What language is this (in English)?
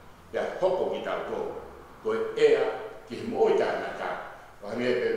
Tongan